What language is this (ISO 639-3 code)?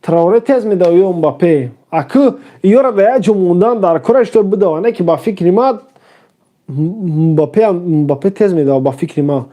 tgk